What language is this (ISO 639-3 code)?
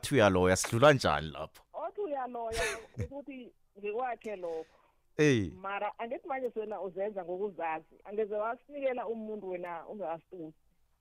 nbl